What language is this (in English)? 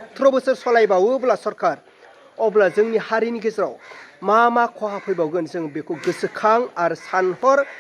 Bodo